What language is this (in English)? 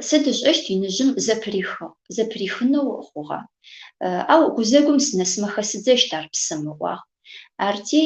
Adyghe